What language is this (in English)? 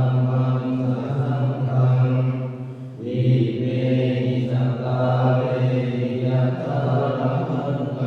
Pali